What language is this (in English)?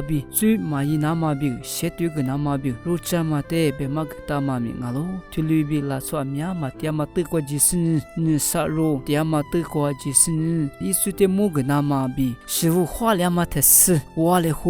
Lisu